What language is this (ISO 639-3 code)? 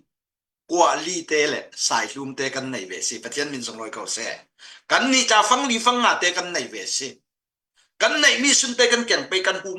cfm